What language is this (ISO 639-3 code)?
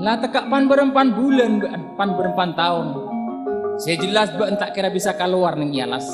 mad